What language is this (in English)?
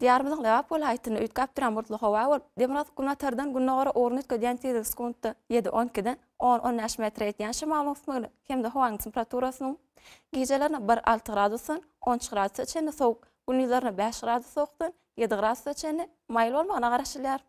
Turkmen